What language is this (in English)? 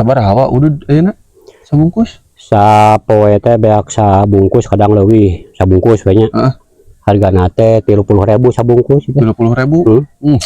Sundanese